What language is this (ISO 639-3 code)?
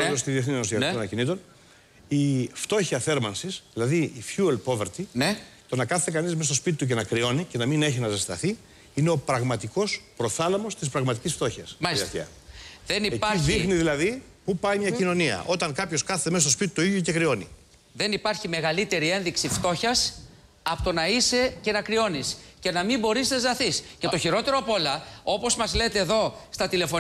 ell